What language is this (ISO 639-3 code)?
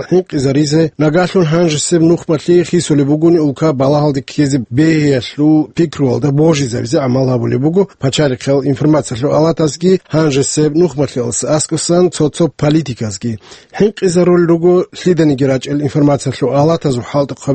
ava